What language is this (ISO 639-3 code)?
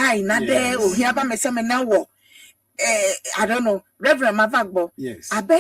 ewe